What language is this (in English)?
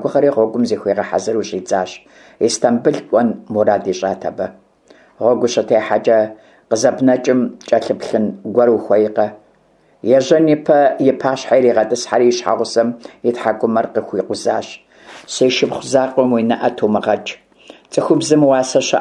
Kabardian